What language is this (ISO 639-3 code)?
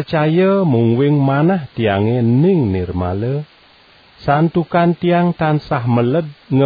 ban